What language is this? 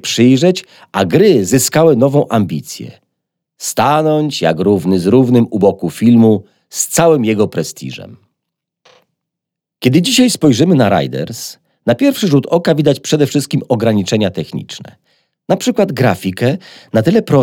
Polish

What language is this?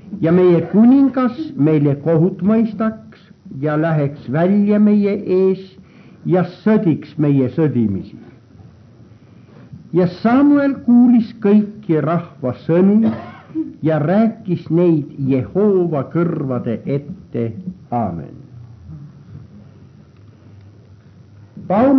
Estonian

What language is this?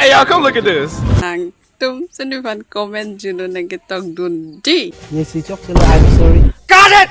Karbi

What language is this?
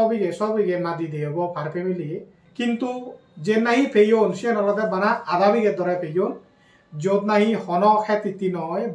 Chakma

